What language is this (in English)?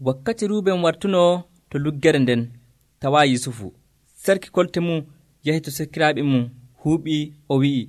Nigerian Fulfulde